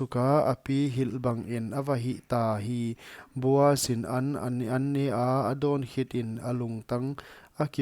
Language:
Paite Chin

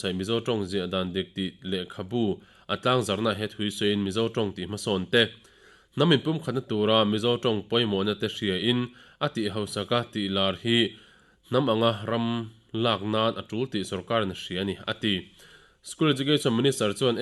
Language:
Mizo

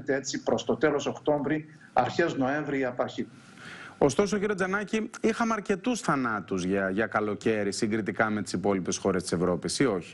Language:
Greek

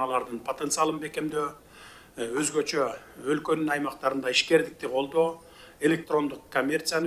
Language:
Kyrgyz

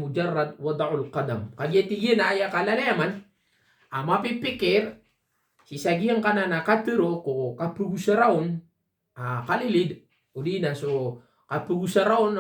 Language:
Maranao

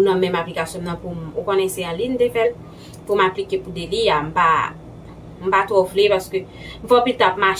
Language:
Haitian Creole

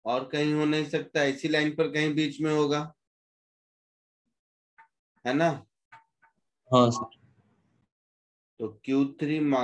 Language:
Hindi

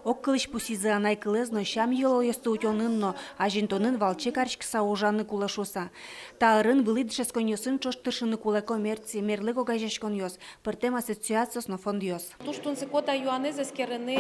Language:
Udmurt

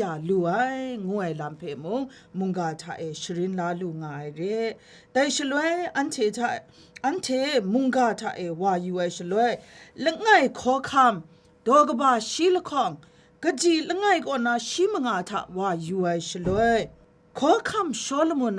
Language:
Kachin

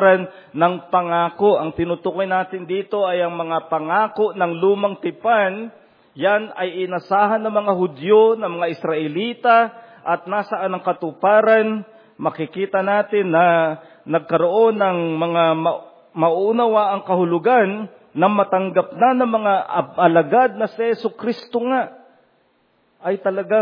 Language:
Filipino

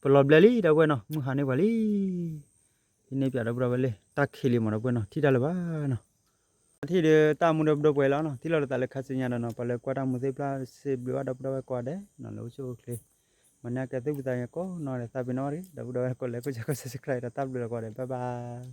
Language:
S'gaw Karen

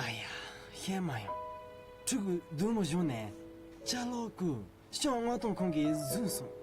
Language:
Tibetan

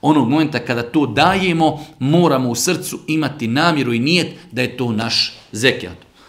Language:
Bosnian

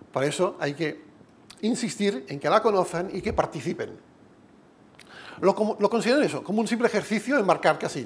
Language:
Spanish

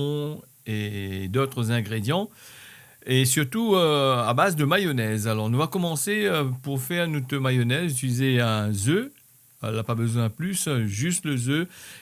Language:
Réunion Creole French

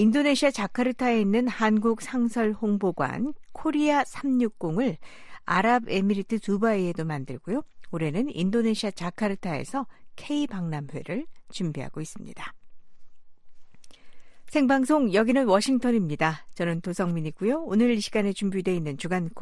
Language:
Korean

